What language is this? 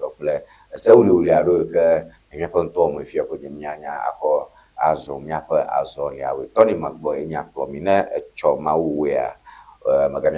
Ewe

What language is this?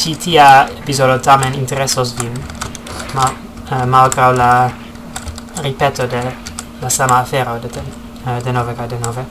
Esperanto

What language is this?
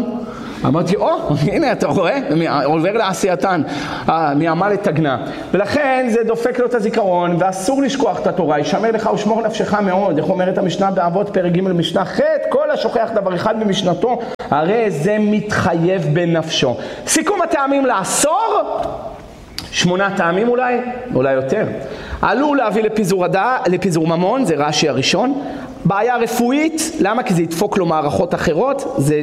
Hebrew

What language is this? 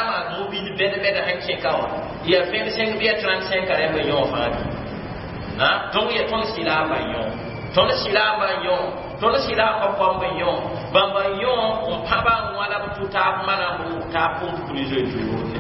Mossi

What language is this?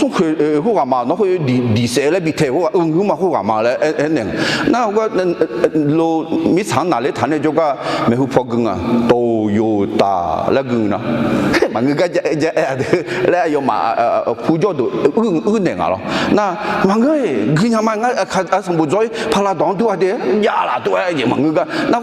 Akha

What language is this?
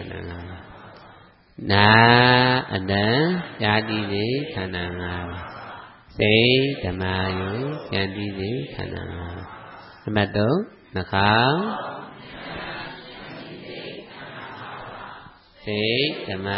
Burmese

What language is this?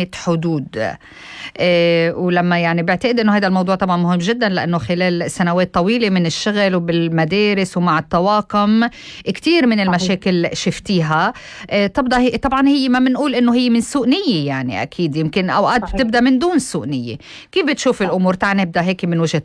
North Levantine Arabic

